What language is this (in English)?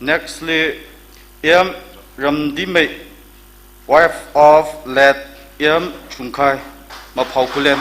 Tangkhul Naga (India)